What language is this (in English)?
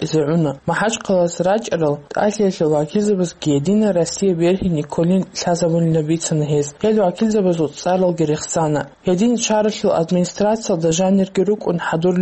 Avaric